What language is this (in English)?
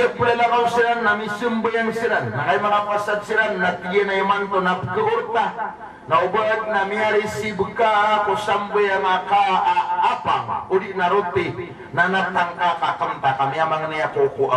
Maranao